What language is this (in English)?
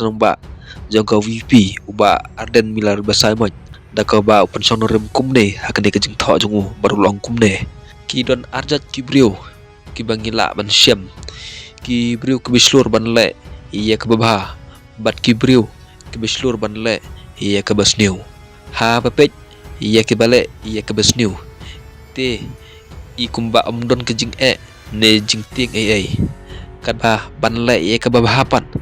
Khasi